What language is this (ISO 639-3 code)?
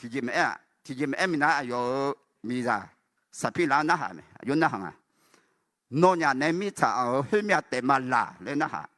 ahk